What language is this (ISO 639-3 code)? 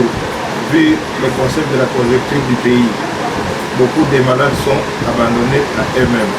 lin